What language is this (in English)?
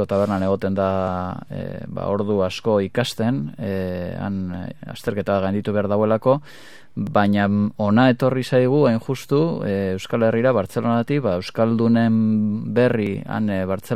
Basque